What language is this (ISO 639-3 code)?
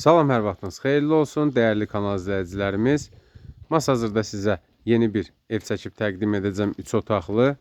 aze